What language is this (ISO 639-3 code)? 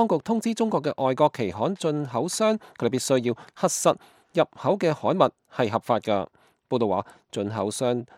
yue